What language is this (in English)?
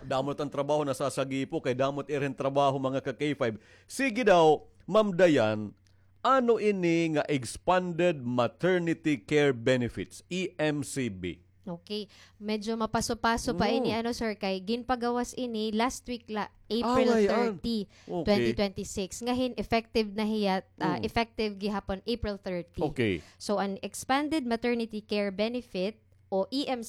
Waray